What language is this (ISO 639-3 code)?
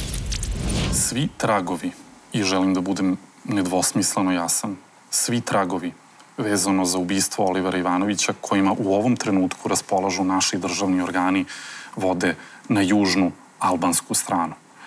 srp